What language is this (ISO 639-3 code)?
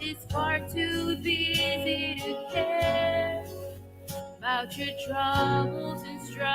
gil